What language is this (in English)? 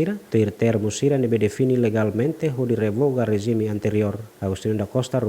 Tetum